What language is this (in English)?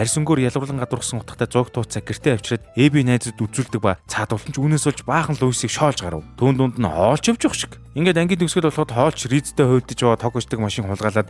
Mongolian